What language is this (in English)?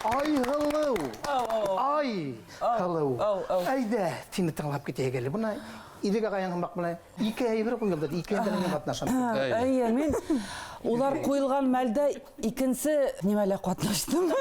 Bashkir